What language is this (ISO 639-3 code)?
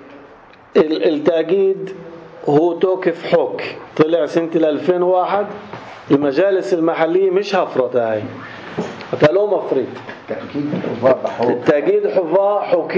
apc